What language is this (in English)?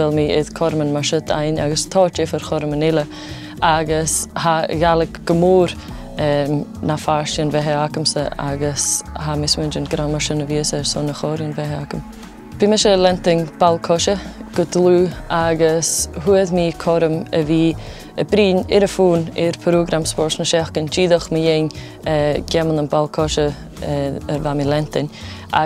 Scottish Gaelic